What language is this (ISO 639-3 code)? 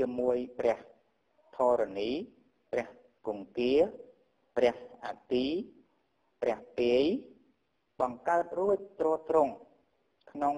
khm